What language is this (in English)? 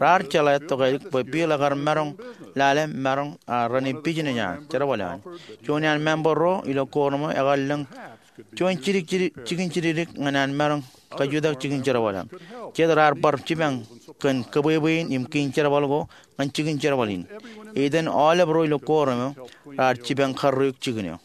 Marshallese